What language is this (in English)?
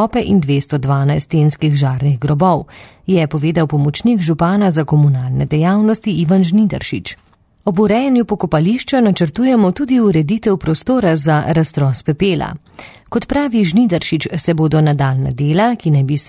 Slovenian